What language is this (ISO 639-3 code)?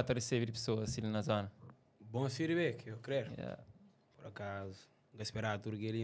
kea